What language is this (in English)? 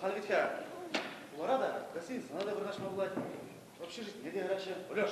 Chuvash